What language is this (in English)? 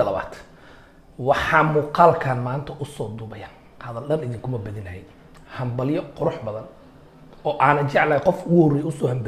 Somali